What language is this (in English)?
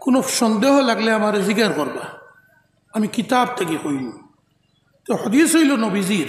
Sylheti